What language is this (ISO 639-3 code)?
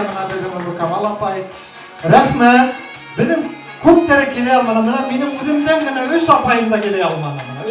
bak